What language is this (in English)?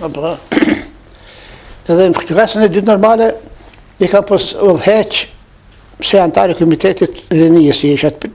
Albanian